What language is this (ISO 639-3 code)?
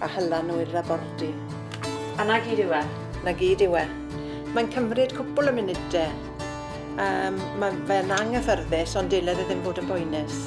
cym